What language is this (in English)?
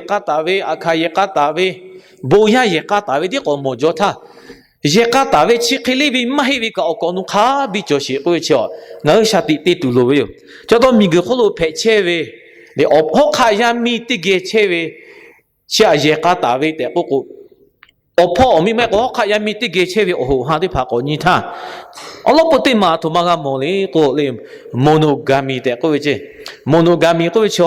Lahu